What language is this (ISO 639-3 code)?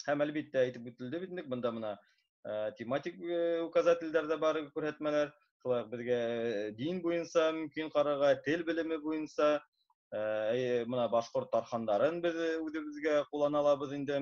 bak